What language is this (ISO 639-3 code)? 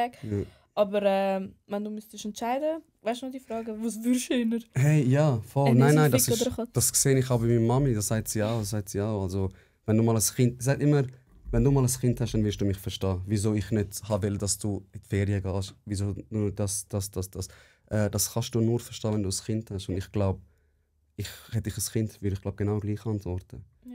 gsw